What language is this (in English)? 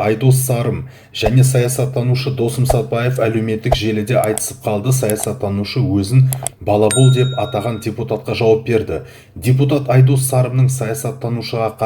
Kazakh